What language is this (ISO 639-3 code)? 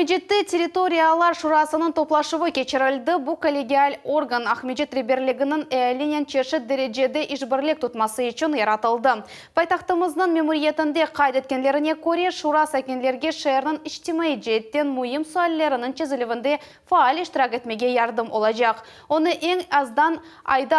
crh